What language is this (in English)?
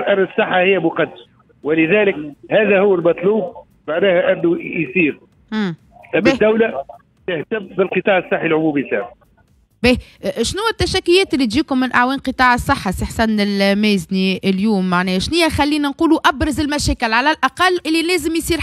Tunisian Arabic